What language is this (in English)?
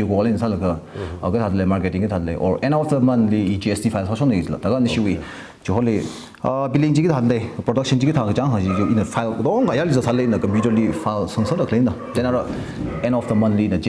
Tangkhul Naga (India)